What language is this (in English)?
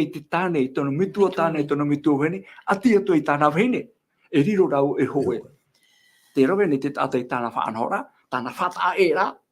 Tahitian